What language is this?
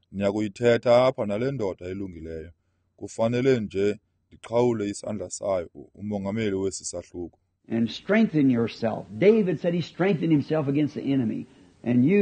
Xhosa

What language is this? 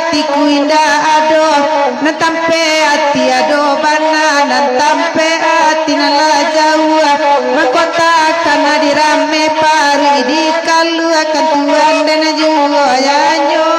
Minangkabau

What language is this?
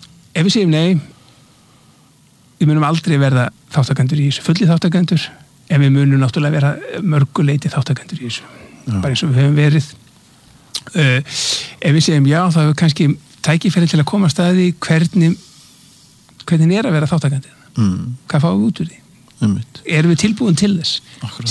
Icelandic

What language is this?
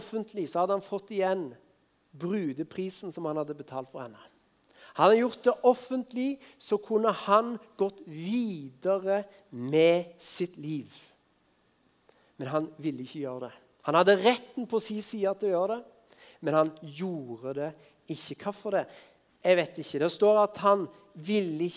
Norwegian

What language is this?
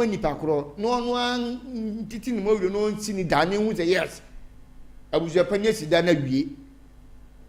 Akan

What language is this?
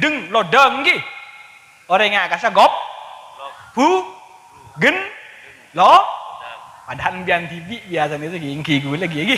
Madurese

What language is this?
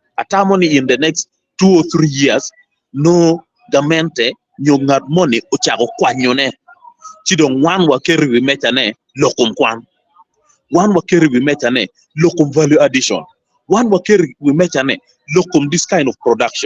Acoli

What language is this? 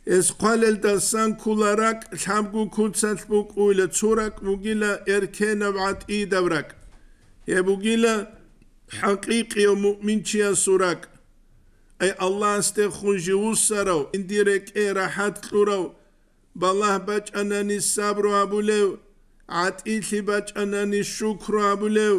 Avaric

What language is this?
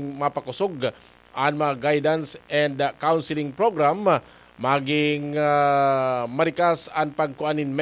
Bikol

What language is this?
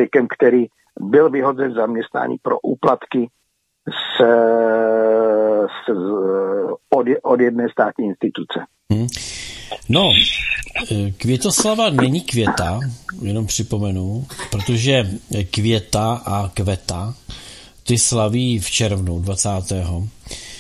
Czech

